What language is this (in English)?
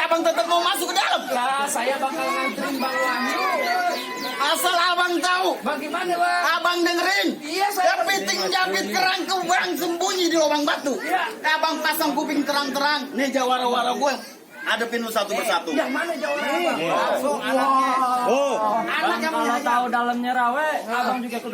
Betawi